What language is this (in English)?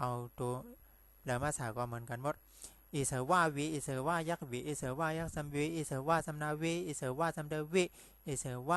Shan